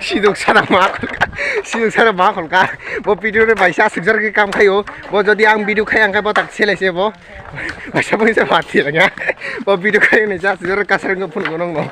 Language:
Kok Borok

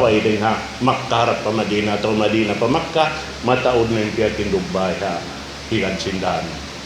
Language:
Tausug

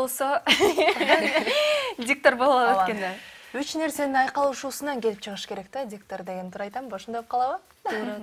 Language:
Kyrgyz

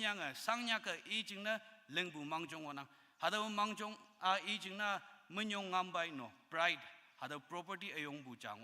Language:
Konyak Naga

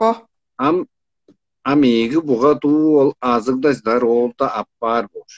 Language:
Tuvinian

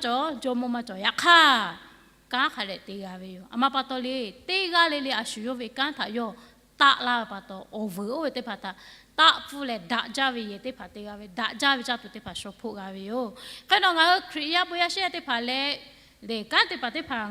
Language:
Lahu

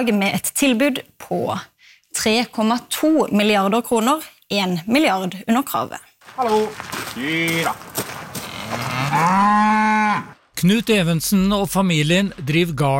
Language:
Norwegian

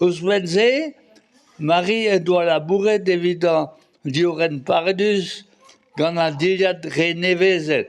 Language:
Breton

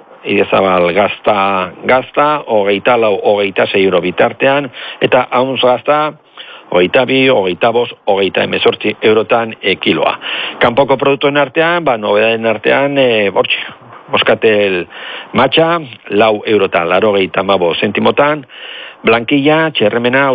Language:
Basque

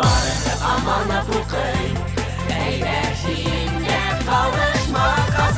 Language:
Bashkir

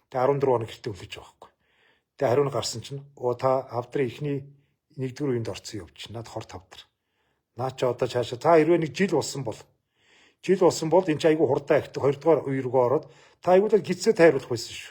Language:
Mongolian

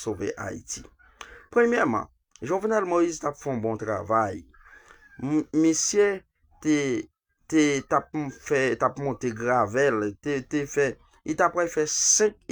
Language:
Haitian Creole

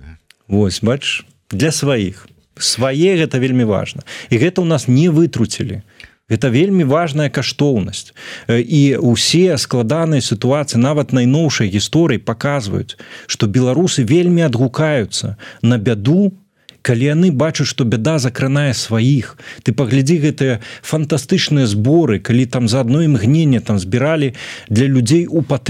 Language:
Belarusian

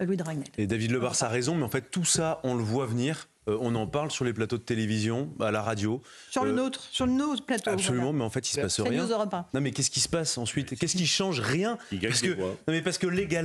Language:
French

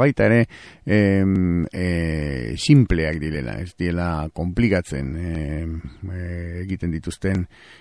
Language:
Basque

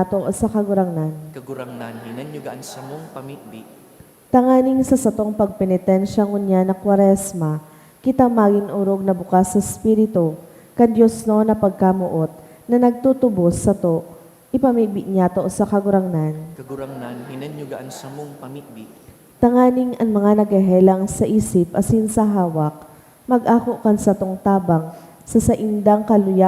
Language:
Bikol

